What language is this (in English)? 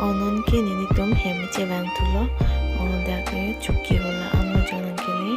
Karbi